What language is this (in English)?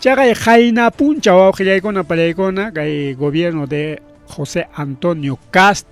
Ayacucho Quechua